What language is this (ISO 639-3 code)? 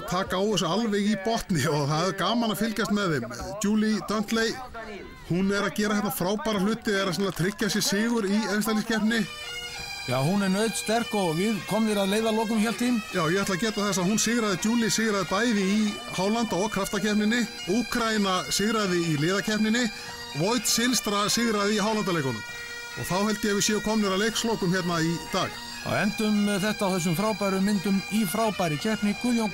isl